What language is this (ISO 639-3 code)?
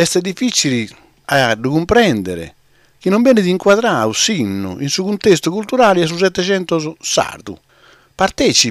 srd